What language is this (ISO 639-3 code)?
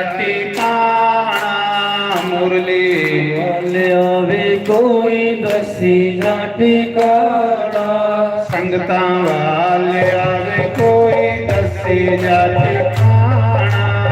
doi